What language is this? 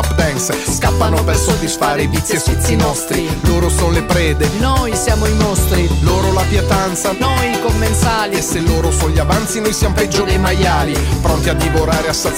Italian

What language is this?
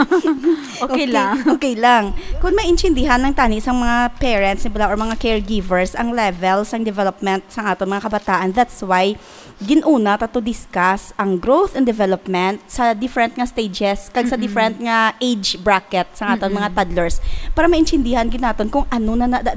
Hiligaynon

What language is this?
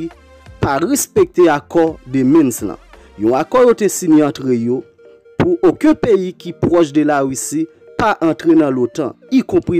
Haitian Creole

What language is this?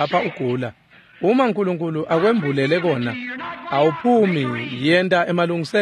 Swati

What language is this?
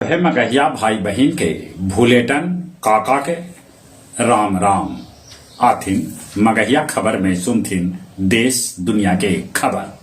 Magahi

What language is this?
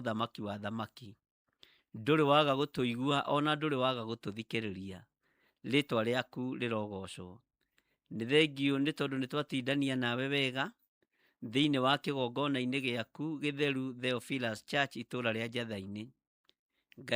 Kikuyu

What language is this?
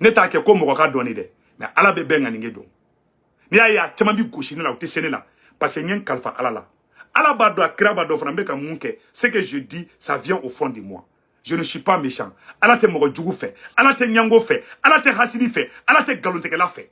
Bambara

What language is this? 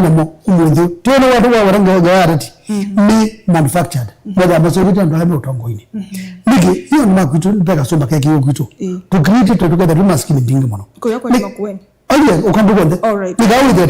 Kamba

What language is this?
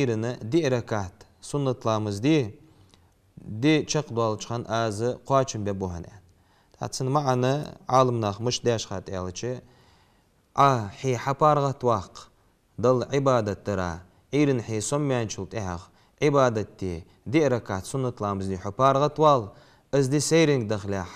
Ingush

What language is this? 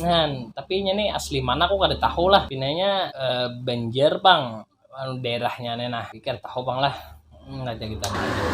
Banjar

